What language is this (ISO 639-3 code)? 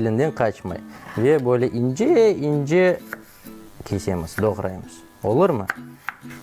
crh